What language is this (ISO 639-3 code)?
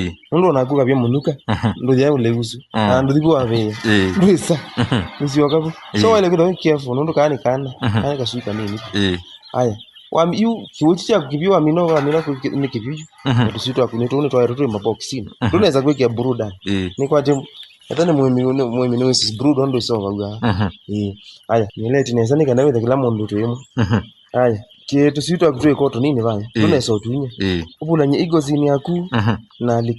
kam